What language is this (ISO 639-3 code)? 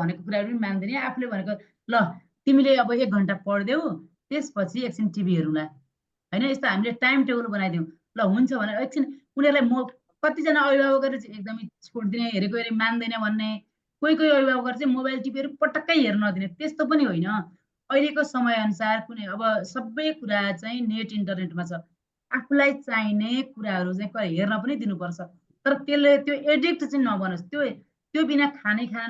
nep